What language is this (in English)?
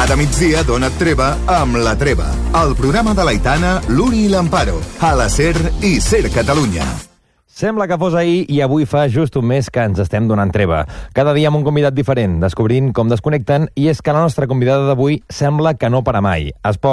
Catalan